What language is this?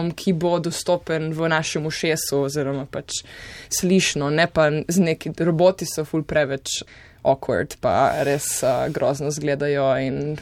Slovenian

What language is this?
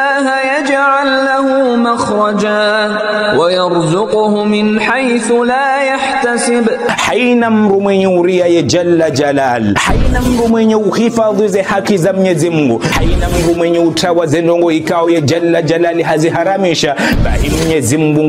Ngazidja Comorian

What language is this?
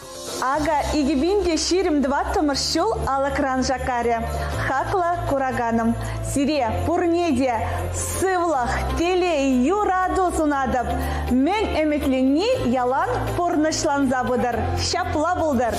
Chuvash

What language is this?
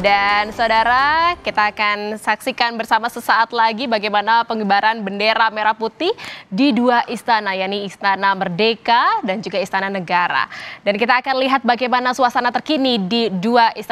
Indonesian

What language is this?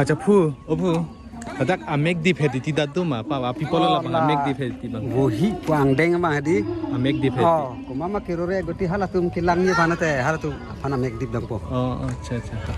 Karbi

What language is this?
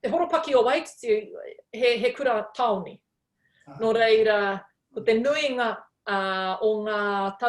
Māori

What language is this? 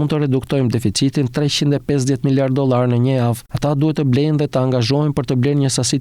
Albanian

